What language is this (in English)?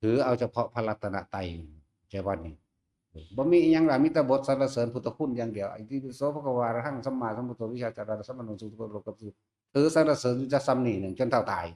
Northeastern Thai